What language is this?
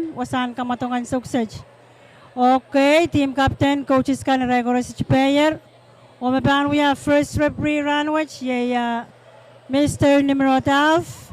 Pohnpeian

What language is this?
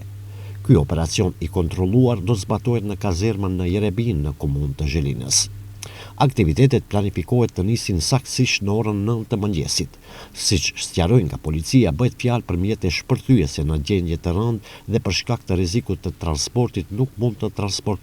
Albanian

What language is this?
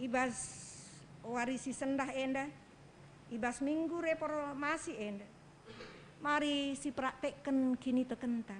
Batak Karo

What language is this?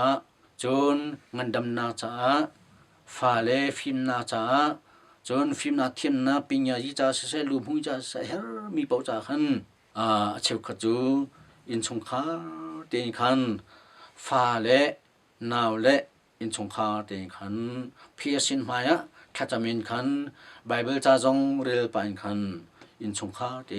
Hakha Chin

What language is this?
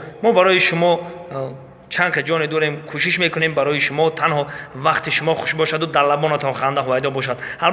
Tajik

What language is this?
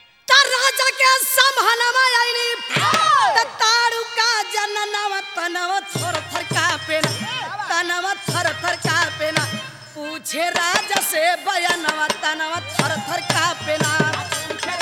Bhojpuri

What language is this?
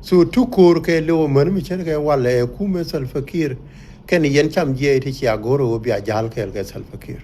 Nuer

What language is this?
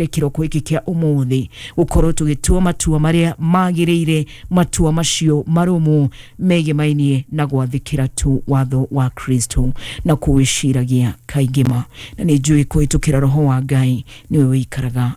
Kikuyu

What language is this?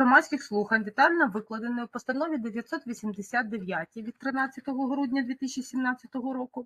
Ukrainian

